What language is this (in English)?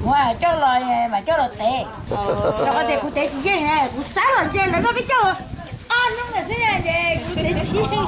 Hmong